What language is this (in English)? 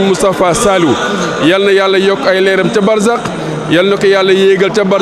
Wolof